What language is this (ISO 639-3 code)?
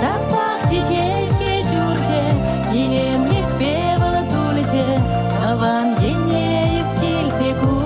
chv